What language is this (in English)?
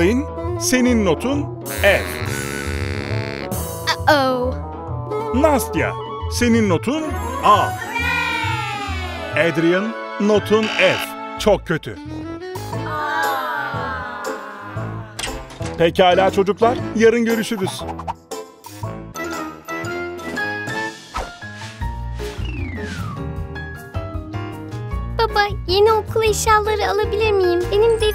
Turkish